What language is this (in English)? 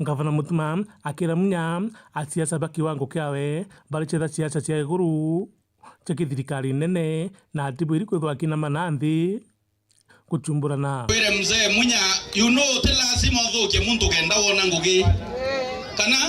Meru